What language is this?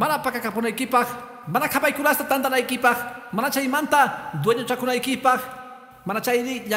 Quechua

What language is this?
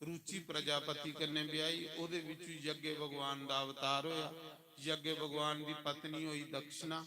Dogri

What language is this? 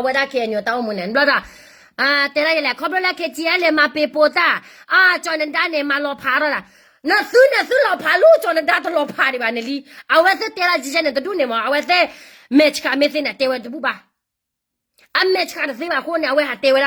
S'gaw Karen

